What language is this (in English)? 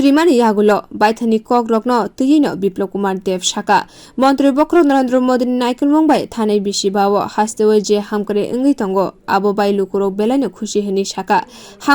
Kok Borok